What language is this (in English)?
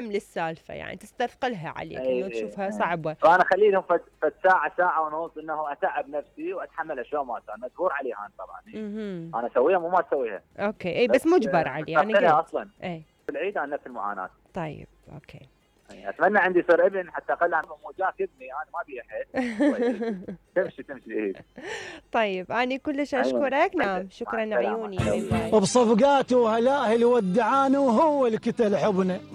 Mesopotamian Arabic